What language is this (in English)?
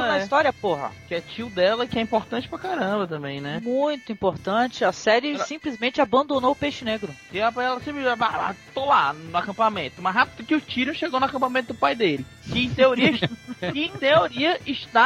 Portuguese